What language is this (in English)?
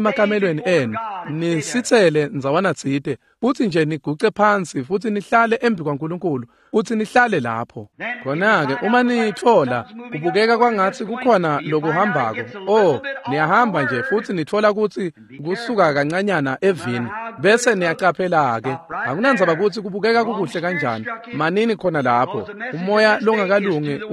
Swati